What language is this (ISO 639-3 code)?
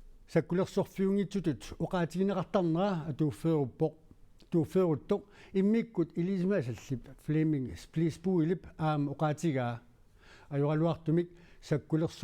kal